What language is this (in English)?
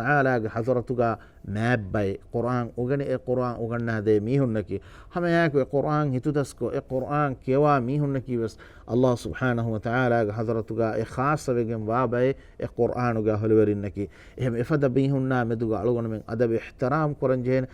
Divehi